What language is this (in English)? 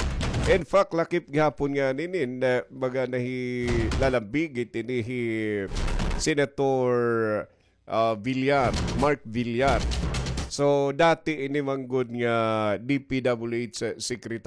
Waray